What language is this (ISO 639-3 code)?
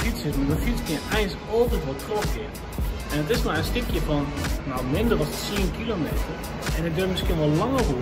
fry